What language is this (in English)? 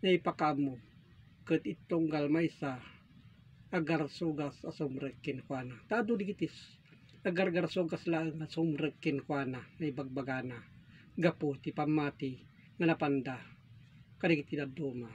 Iloko